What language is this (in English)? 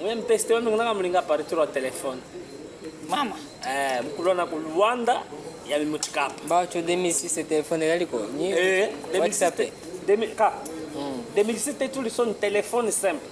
Chokwe